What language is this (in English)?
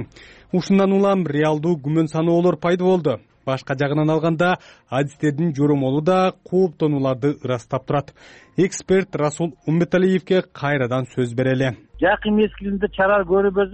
Kyrgyz